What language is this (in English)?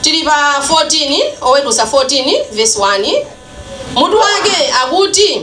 Nyanja